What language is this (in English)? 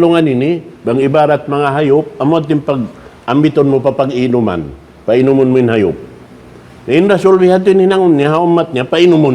Tausug